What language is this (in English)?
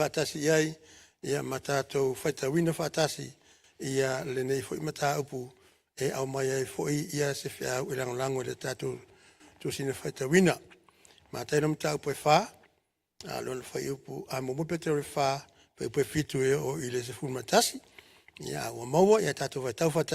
Samoan